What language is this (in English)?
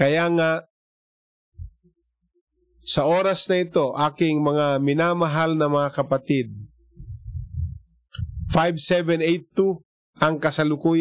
Filipino